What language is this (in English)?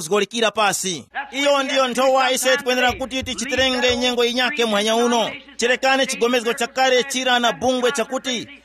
Tumbuka